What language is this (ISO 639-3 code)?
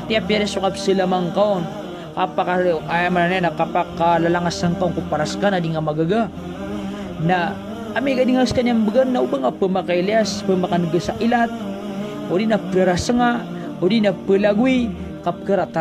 mrw